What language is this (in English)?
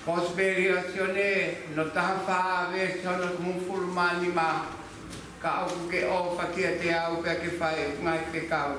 Tongan